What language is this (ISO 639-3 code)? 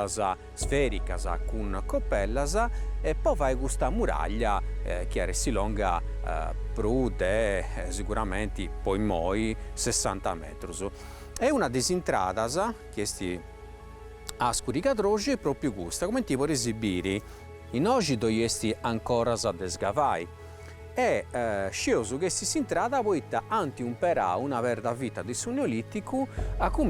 srd